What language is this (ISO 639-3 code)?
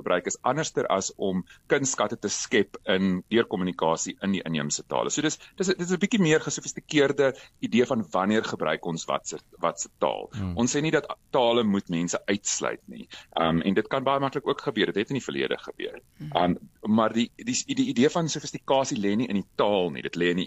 afr